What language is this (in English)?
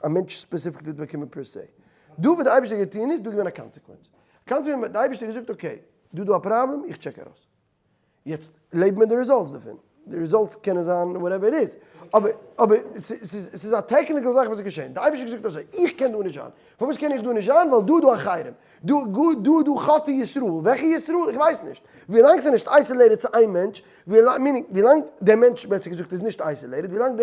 Yiddish